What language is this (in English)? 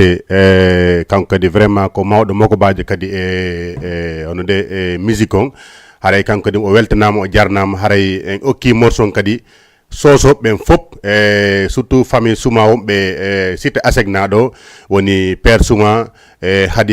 Fula